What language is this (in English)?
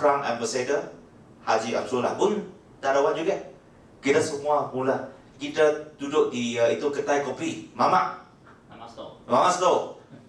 Malay